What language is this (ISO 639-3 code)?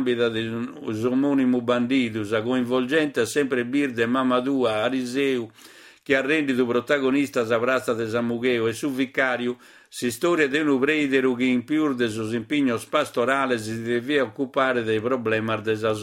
srd